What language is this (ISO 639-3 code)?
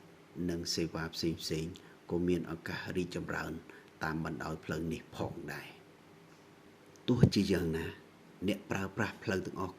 khm